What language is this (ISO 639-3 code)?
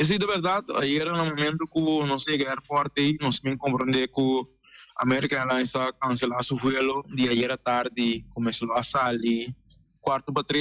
pap